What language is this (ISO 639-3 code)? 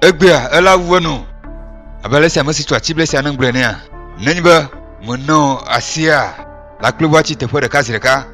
ewe